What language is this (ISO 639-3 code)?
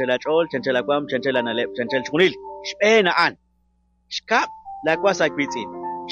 kek